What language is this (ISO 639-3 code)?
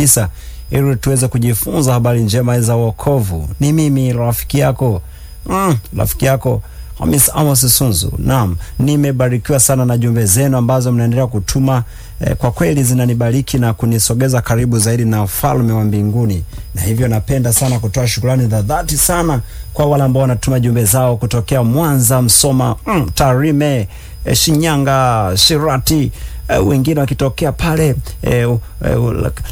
swa